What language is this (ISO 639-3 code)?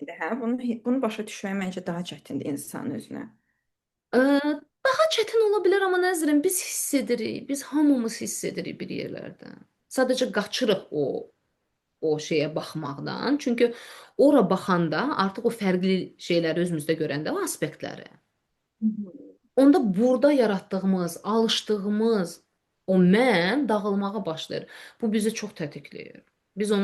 aze